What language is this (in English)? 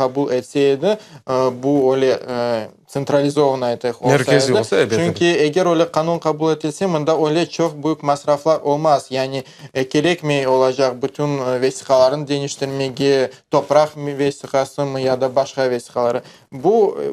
Crimean Tatar